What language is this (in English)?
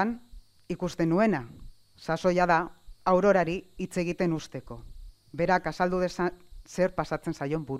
Basque